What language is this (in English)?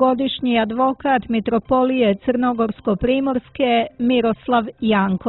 Serbian